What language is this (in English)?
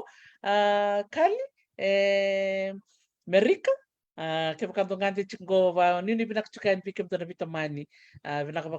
Fijian